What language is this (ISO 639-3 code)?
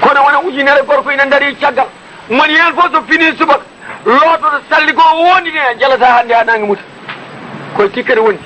ful